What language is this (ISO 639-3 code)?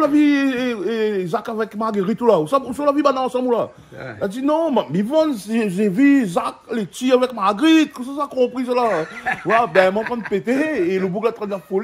rcf